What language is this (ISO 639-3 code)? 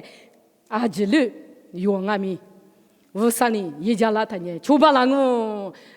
lis